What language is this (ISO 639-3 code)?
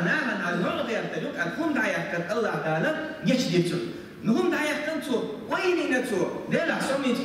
che